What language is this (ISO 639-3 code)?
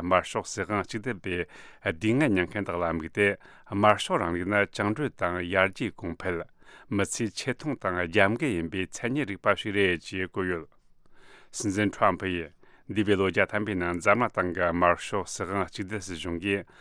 bod